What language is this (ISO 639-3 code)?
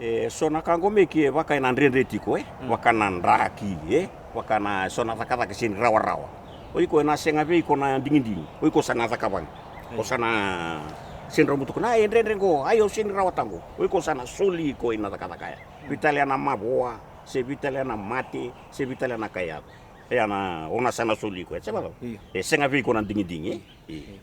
fij